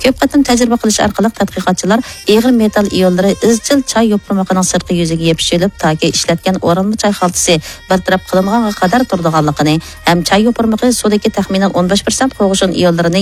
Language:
Uyghur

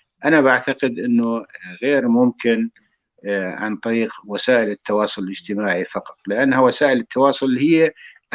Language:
North Levantine Arabic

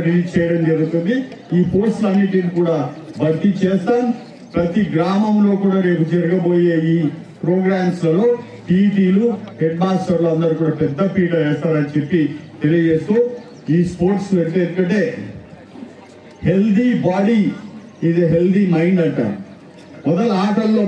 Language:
Telugu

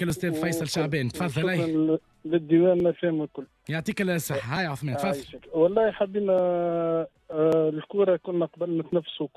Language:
Tunisian Arabic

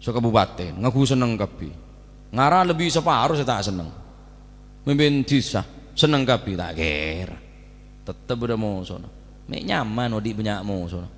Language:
Madurese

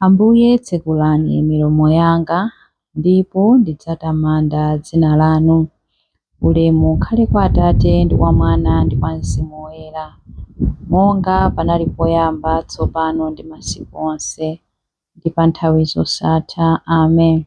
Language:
Nyanja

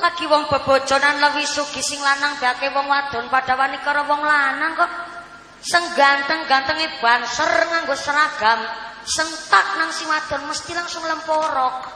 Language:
Javanese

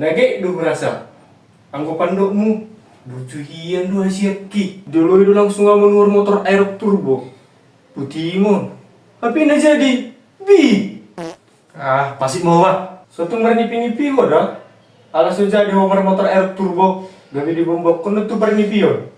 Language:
Batak Toba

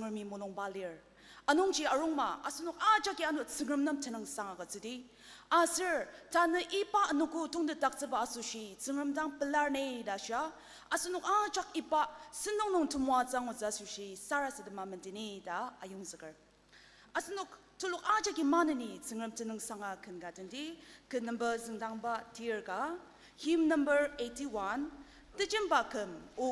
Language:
Ao Naga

